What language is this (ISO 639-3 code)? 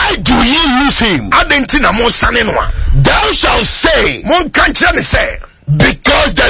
aka